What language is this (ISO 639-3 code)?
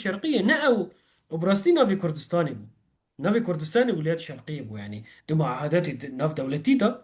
kur